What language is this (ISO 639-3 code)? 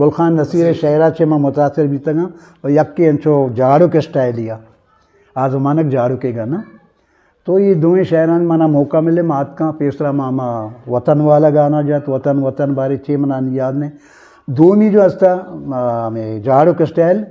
bgp